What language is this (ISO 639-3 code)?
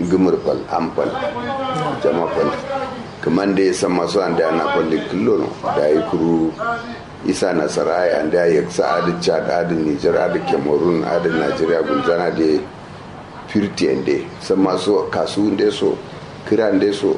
kau